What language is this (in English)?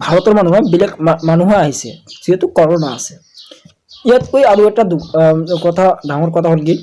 Assamese